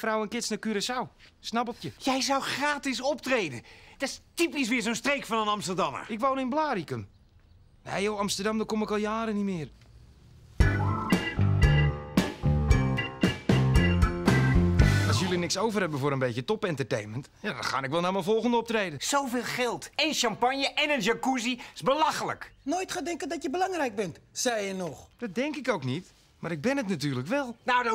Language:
Dutch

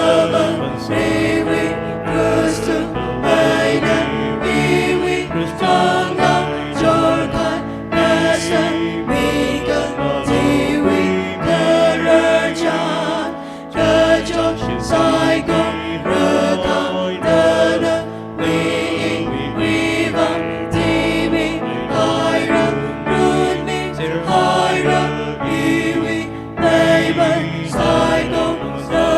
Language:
Tangkhul Naga (India)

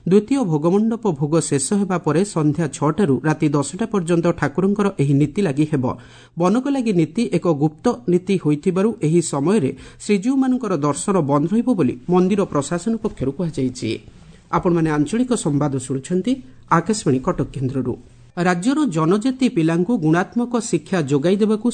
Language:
Odia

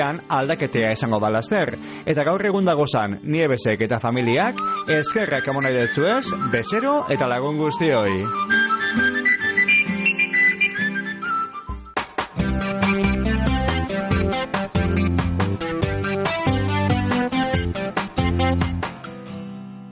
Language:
Basque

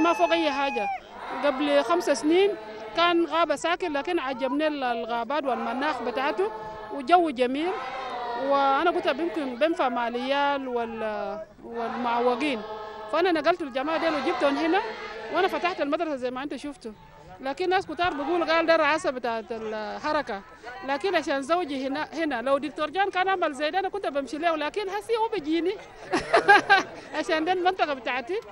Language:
Sudanese Arabic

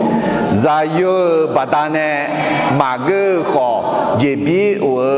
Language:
Akha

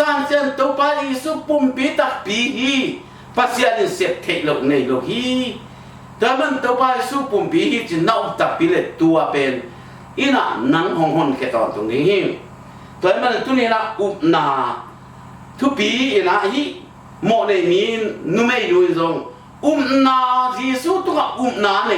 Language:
Tedim Chin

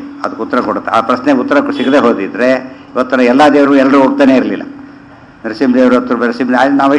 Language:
Kannada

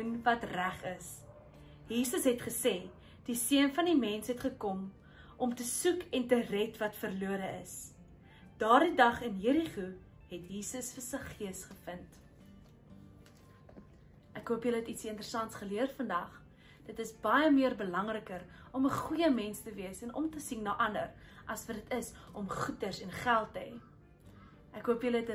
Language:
Afrikaans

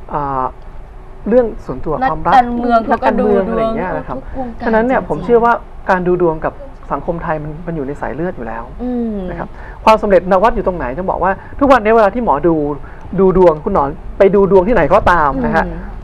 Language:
Thai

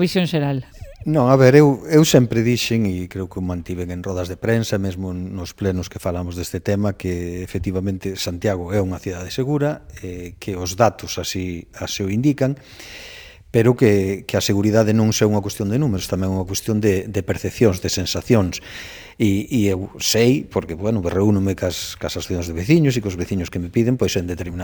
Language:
Galician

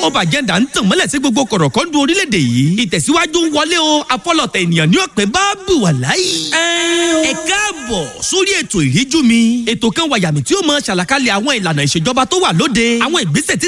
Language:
Yoruba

